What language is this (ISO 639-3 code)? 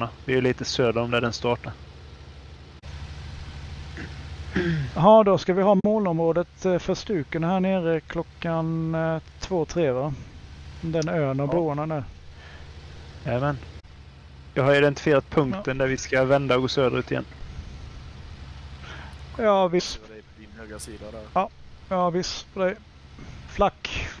swe